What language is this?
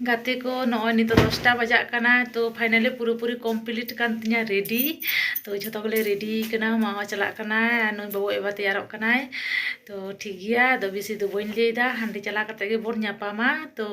Santali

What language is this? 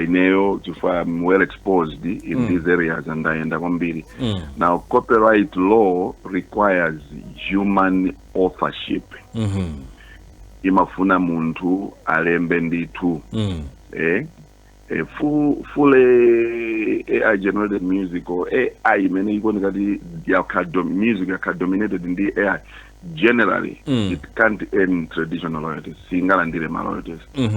Nyanja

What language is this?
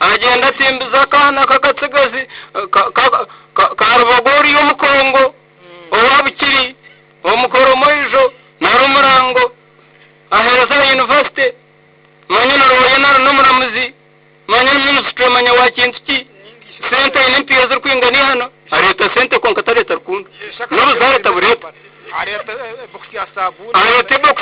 Nyankole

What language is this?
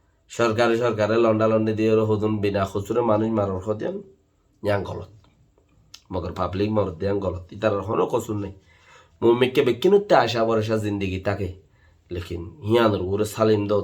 Rohingya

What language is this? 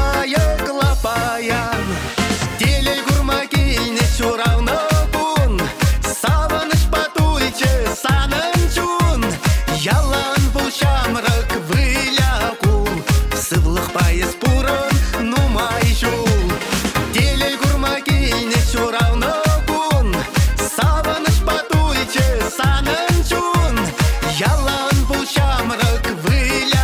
Chuvash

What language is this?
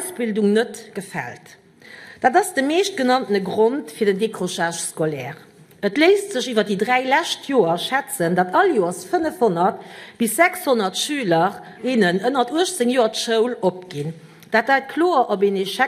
Luxembourgish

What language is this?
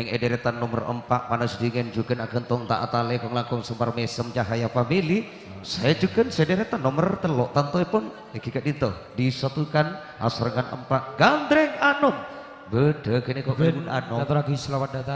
Madurese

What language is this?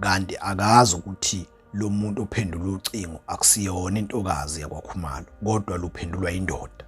Zulu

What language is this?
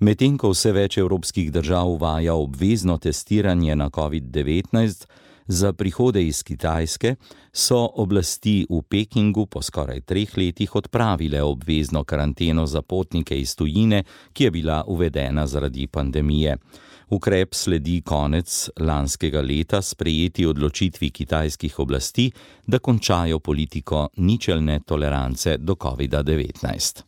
Slovenian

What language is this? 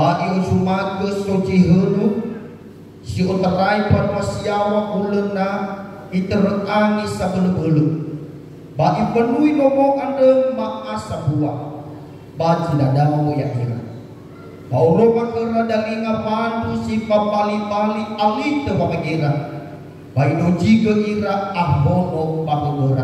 Nias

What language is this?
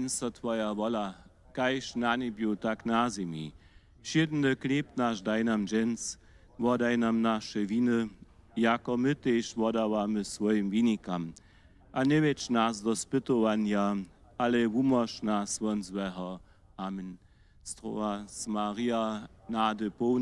Upper Sorbian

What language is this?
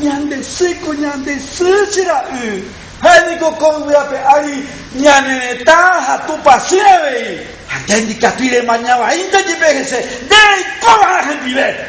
Guarani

